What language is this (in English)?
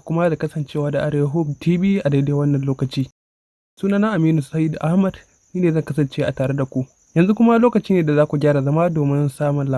Hausa